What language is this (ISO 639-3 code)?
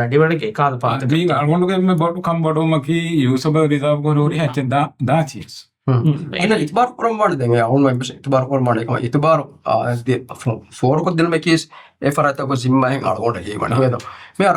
div